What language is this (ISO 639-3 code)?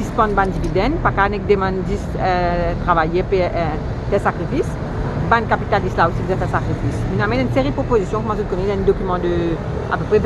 mfe